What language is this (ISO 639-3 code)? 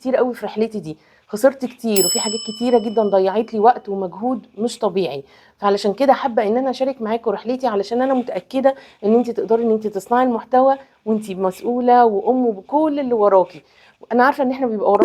arz